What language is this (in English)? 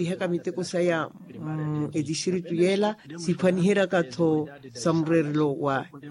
Makhuwa